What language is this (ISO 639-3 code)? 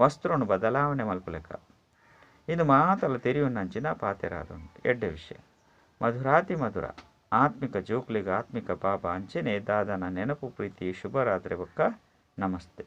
tcy